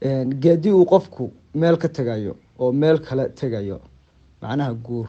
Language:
Somali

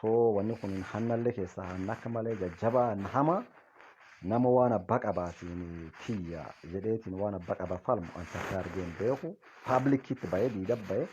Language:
Oromo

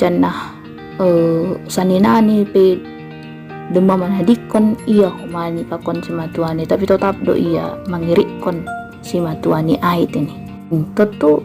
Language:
Batak Simalungun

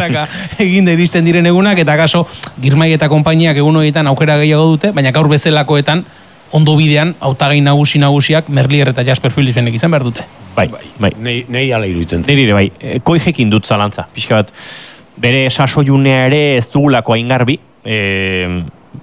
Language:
Basque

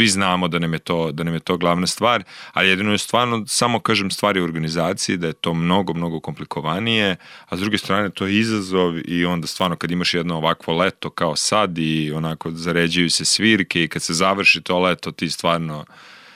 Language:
Serbian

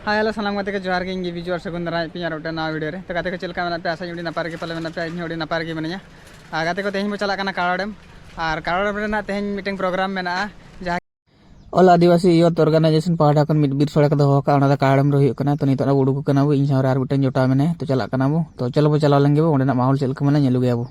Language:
Santali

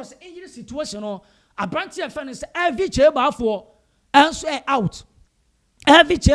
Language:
Akan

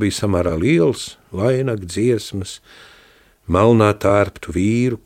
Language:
Latvian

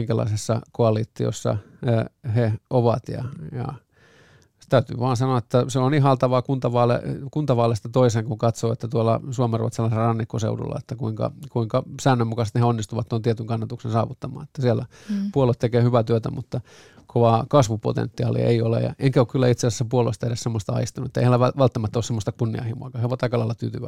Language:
Finnish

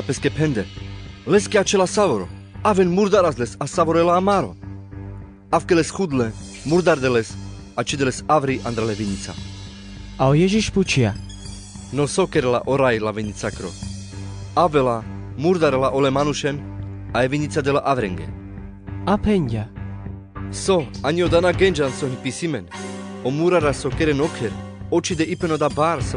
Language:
Carpathian Romani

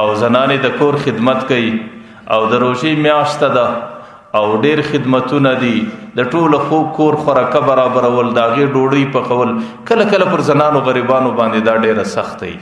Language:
Pashto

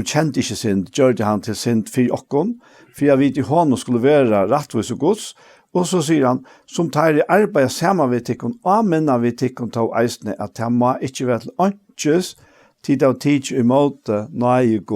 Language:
Faroese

